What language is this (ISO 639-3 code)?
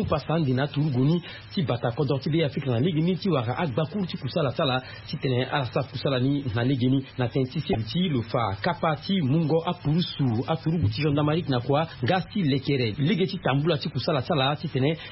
sag